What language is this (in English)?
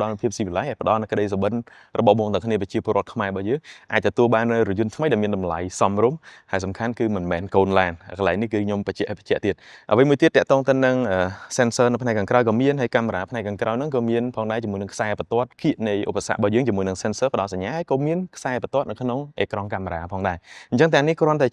Khmer